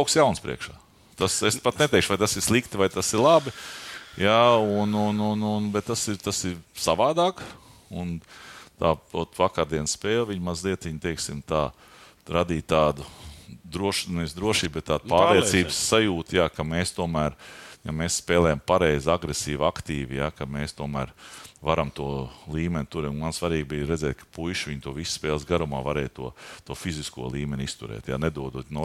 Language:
Latvian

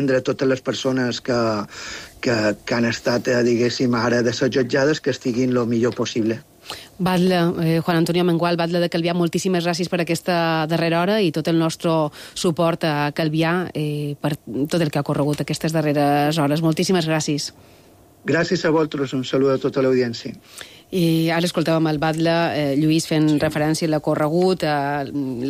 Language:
Catalan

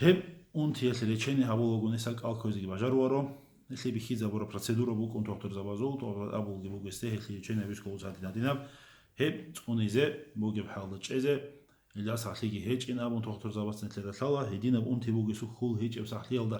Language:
Avaric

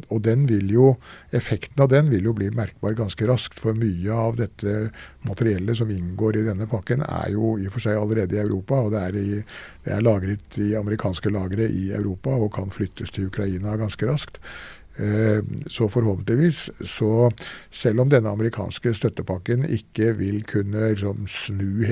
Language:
Norwegian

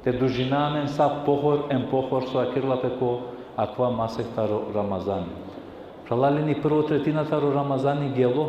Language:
Balkan Romani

